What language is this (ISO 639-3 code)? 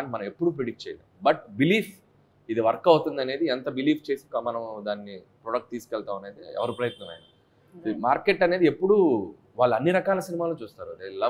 tel